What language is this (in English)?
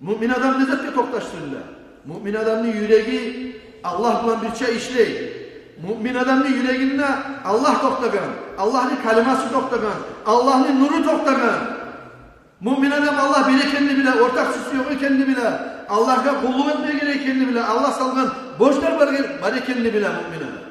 Kumyk